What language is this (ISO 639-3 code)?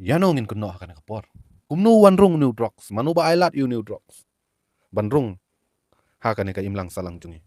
kha